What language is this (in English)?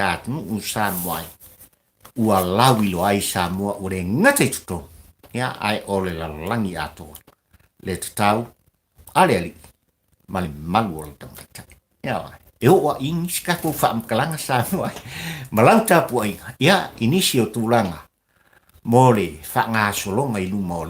Samoan